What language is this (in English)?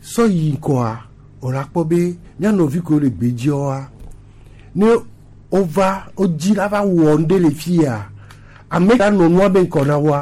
Gen